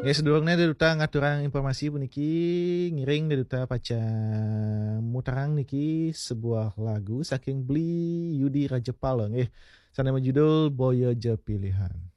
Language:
Balinese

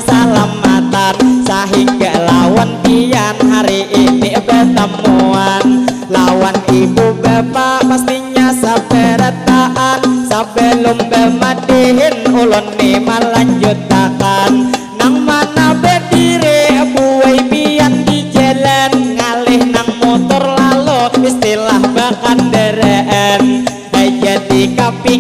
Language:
Banjar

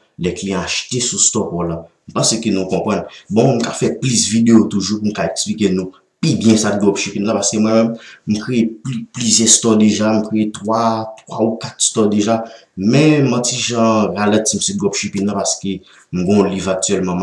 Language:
Haitian Creole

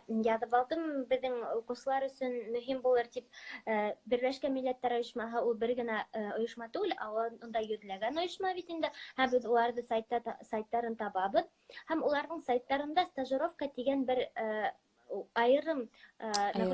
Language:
Bashkir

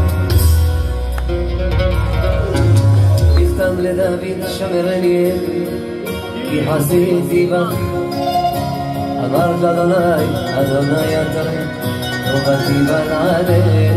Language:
Hebrew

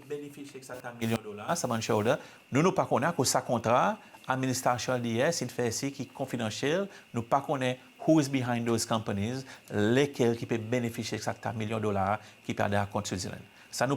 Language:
Seselwa Creole French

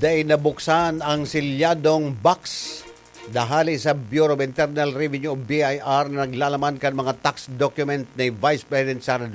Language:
Bikol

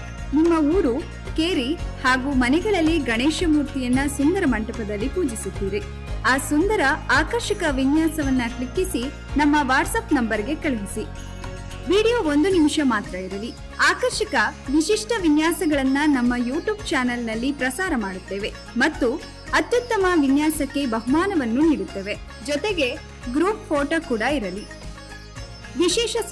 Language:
Kannada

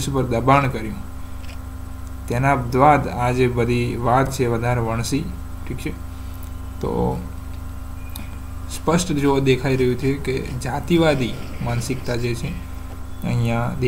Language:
Gujarati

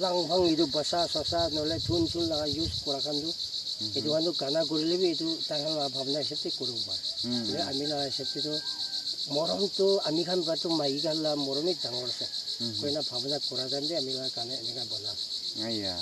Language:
Naga Pidgin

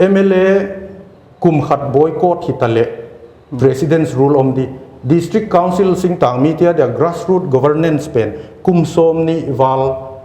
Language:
Paite Chin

